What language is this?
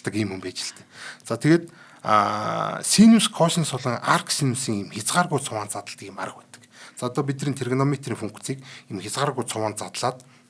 Mongolian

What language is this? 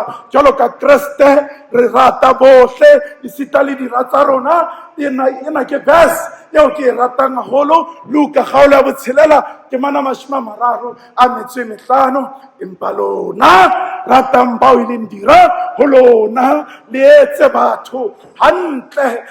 Southern Sotho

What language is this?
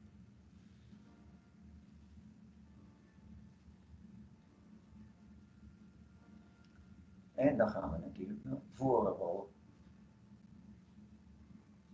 Dutch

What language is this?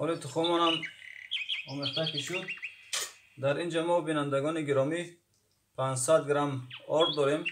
Tajik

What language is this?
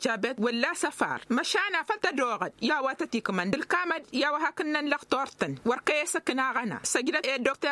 Tamasheq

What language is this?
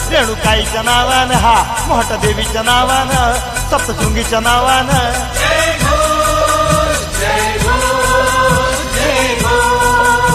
Marathi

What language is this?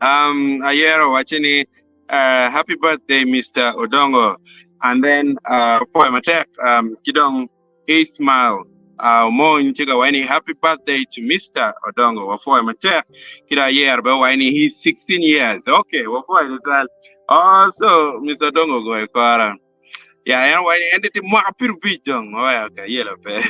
Acoli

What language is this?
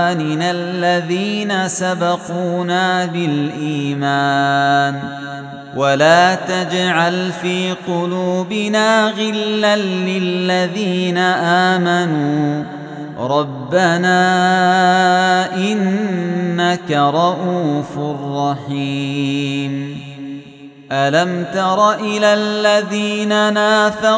Arabic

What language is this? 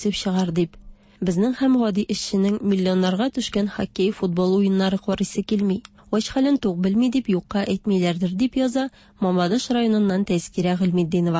Tatar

